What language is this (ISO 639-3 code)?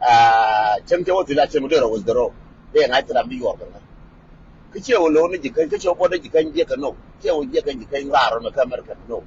nus